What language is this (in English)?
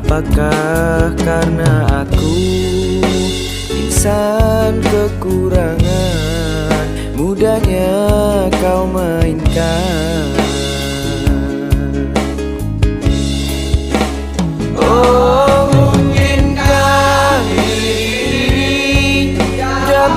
Indonesian